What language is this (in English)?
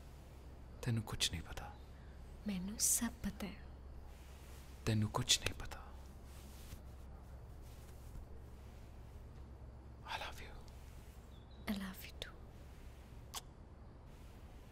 Punjabi